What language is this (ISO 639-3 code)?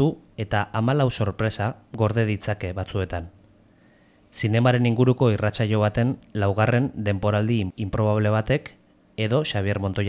eus